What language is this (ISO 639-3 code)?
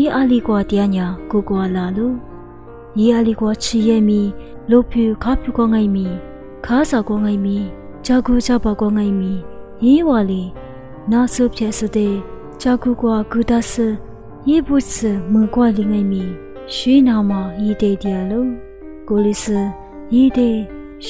lis